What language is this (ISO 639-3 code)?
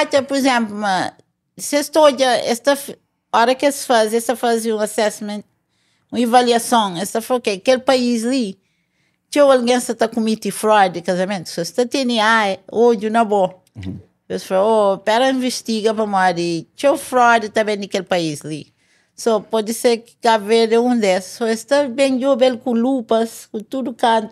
kea